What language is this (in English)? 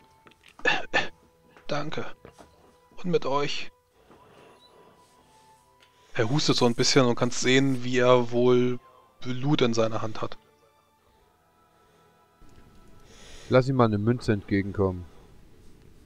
German